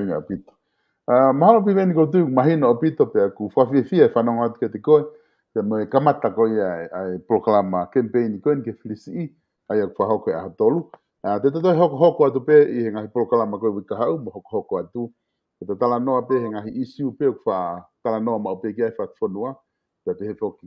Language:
Tongan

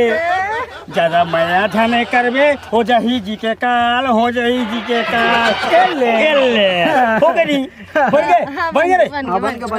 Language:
Chhattisgarhi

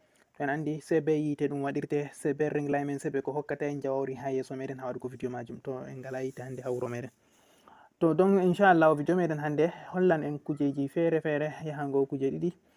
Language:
Fula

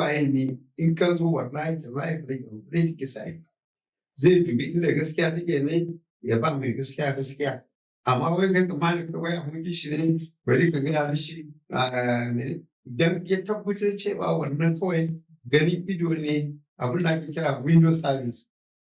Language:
Hausa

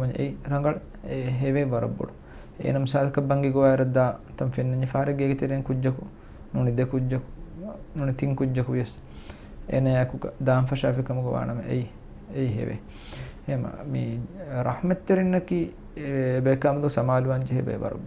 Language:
Divehi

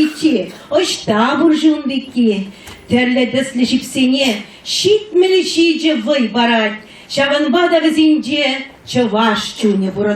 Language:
Chuvash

